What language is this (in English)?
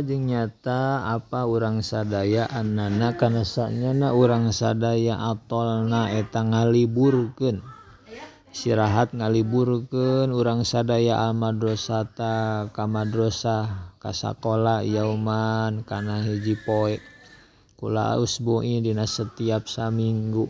Sundanese